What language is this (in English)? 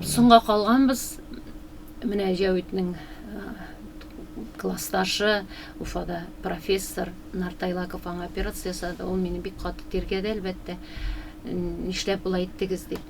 Tatar